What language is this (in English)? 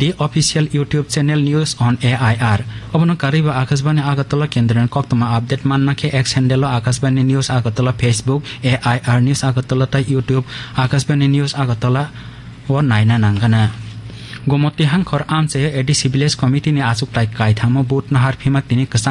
Kok Borok